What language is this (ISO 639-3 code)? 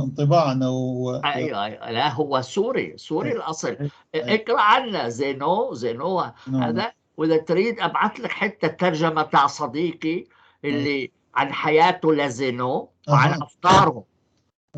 apc